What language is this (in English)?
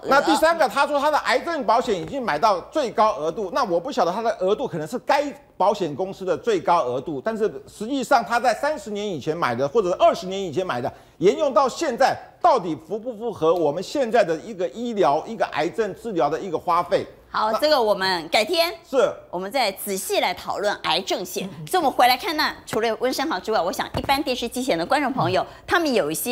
Chinese